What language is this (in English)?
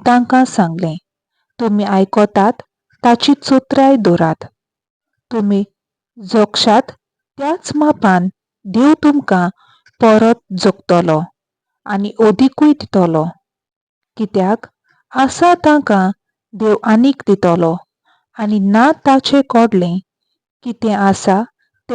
Konkani